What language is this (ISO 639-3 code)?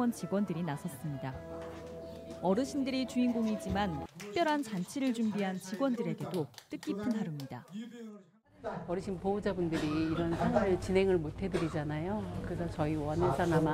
kor